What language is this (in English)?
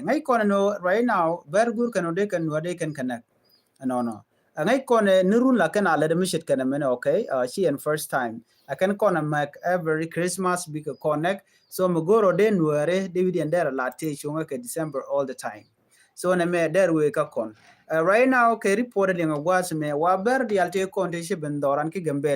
Nuer